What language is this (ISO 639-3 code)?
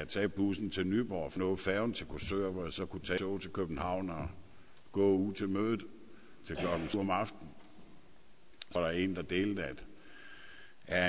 dan